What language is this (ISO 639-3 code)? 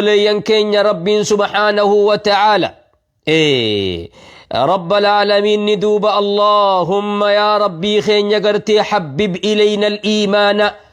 orm